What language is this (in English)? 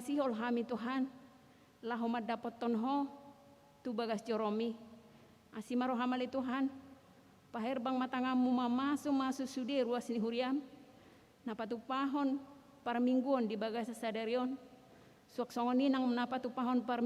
Batak Toba